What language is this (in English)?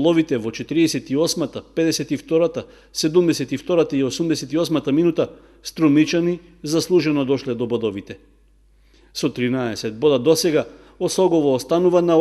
Macedonian